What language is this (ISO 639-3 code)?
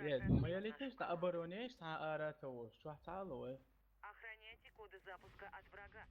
che